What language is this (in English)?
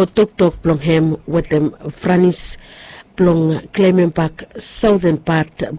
Bislama